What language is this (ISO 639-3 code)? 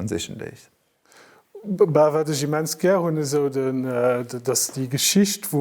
ltz